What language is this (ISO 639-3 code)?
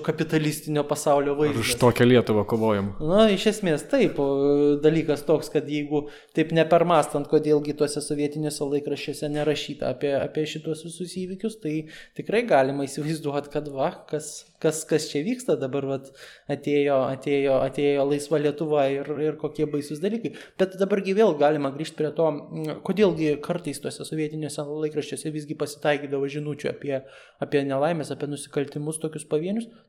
lit